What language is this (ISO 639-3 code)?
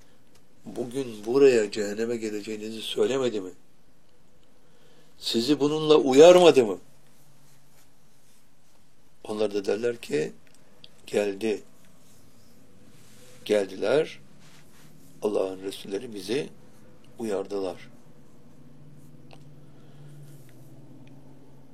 tur